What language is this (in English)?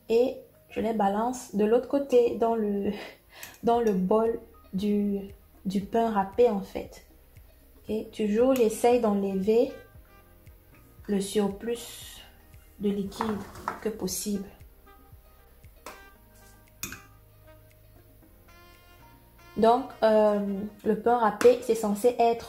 French